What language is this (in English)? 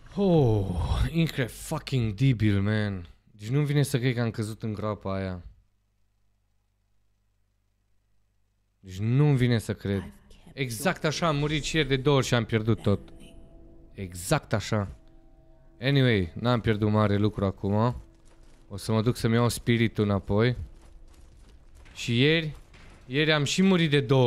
Romanian